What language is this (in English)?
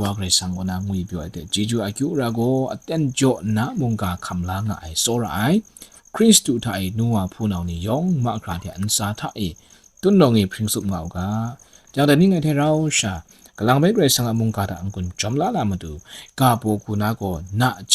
Kachin